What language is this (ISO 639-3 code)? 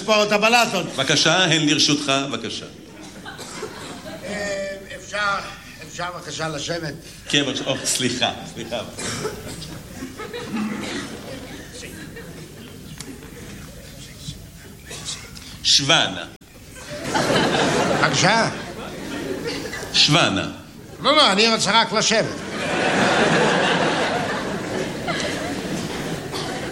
heb